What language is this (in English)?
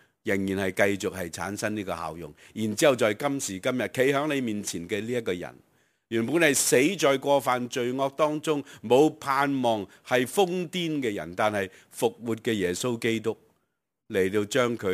Cantonese